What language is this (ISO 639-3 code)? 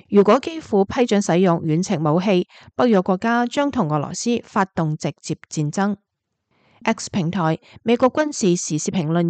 yue